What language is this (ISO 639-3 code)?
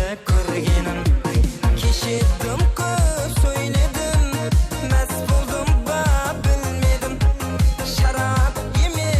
kaa